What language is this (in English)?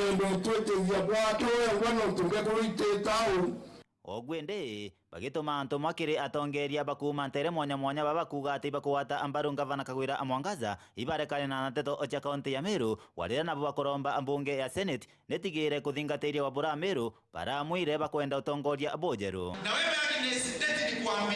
Meru